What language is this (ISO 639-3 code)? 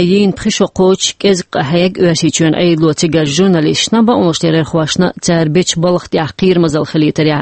che